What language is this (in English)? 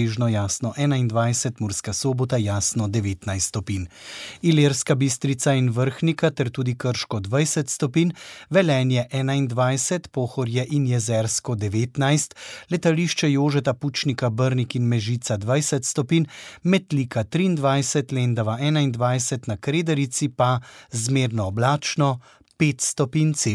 Slovenian